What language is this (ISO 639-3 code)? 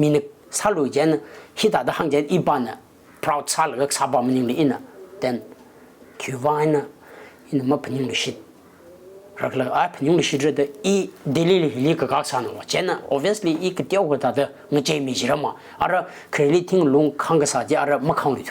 nmf